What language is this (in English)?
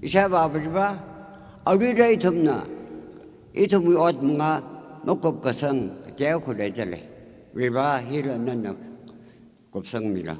Tangkhul Naga (India)